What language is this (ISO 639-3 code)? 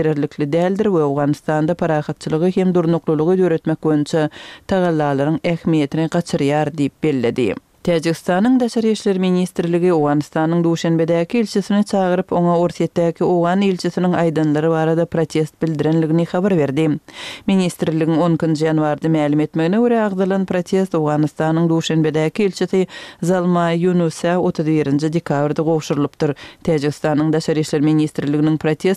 kir